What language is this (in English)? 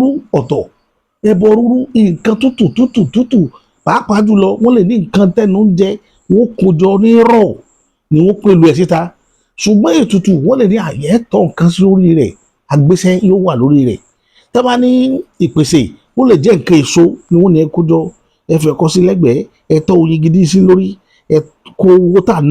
Yoruba